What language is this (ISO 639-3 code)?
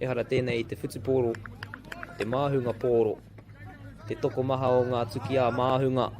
mri